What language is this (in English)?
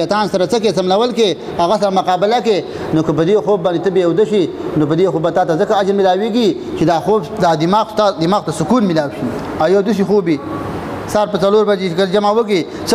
Pashto